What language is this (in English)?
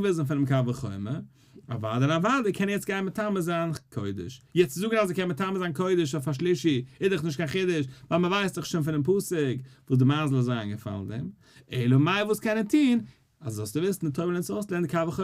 Yiddish